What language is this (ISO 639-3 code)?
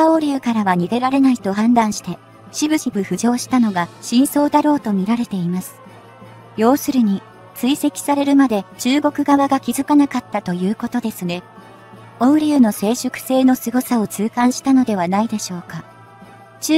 jpn